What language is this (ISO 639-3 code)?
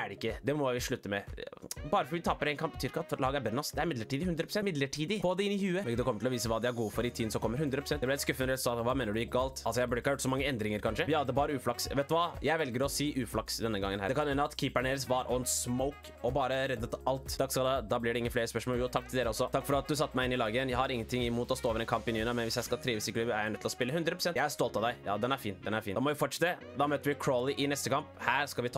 nor